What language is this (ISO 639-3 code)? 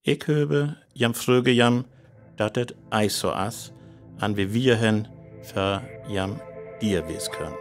frr